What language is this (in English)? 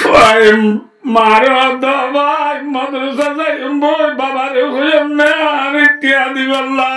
Rohingya